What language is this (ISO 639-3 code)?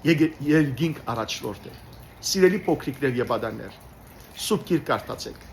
hyw